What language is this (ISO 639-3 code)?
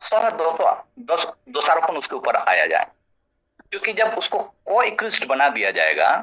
sat